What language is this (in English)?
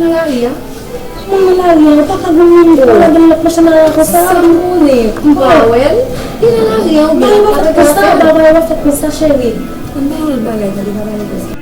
Haitian Creole